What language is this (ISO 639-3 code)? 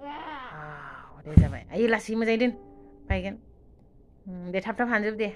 brx